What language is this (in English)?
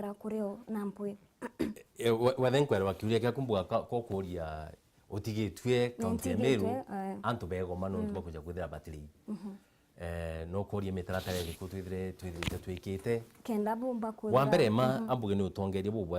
Meru